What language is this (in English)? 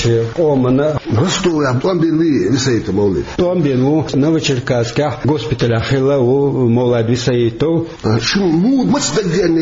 Chechen